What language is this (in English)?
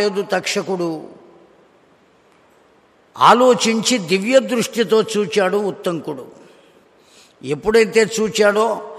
Telugu